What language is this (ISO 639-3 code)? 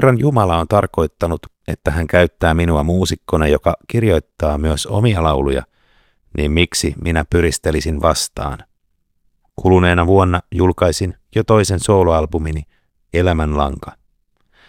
fin